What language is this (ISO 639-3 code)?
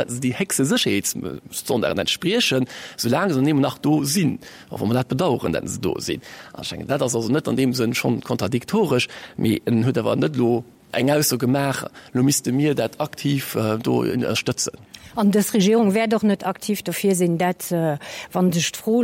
ltz